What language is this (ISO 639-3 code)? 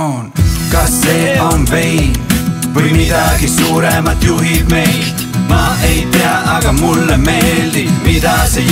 est